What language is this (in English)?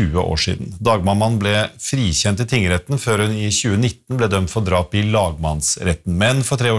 Norwegian